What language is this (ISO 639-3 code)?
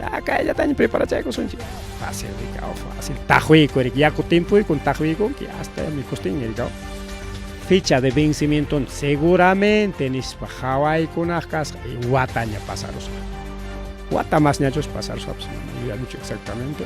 quy